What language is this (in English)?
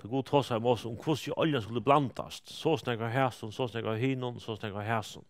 Faroese